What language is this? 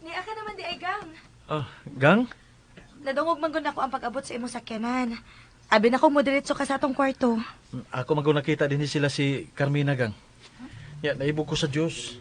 Cebuano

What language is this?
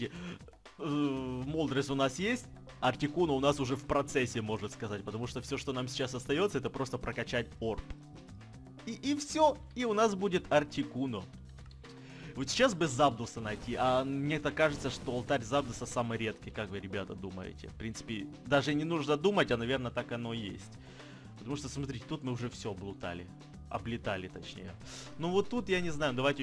Russian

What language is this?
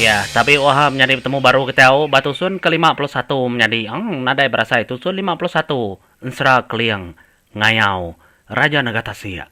Iban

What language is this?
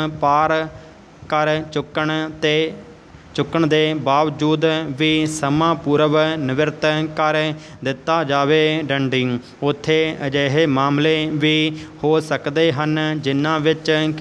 Punjabi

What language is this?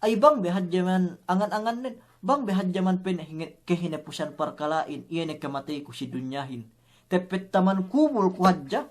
Yakan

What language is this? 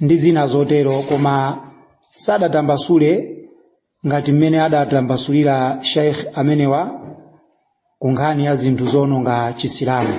Nyanja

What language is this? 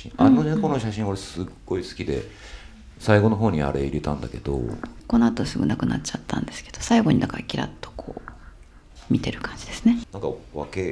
Japanese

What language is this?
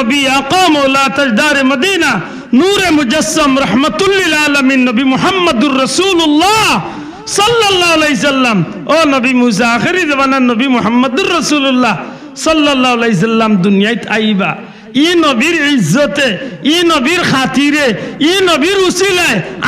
Sylheti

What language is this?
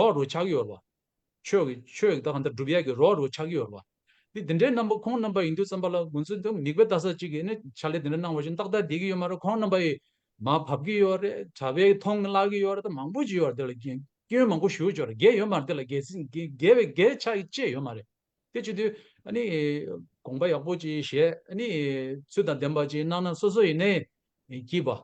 Tibetan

